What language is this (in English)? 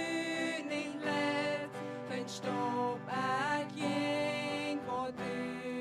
Plautdietsch